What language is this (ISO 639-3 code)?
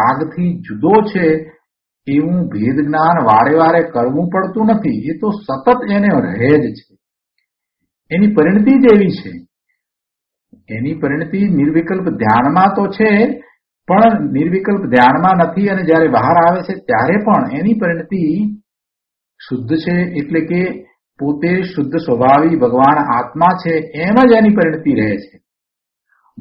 guj